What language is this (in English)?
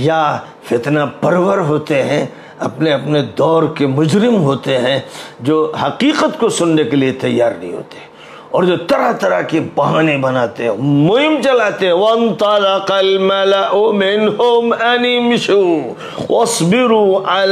Urdu